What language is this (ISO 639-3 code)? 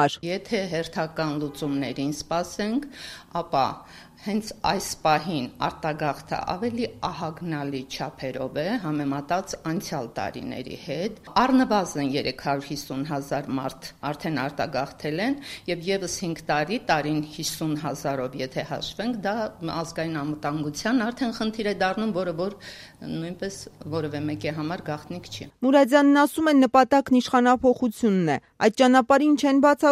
hye